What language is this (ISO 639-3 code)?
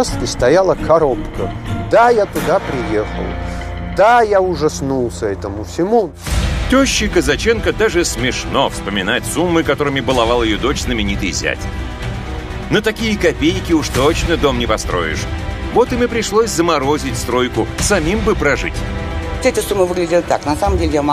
rus